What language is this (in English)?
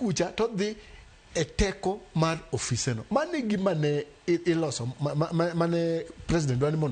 Luo (Kenya and Tanzania)